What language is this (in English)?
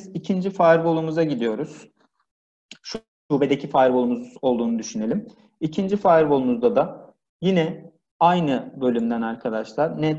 Turkish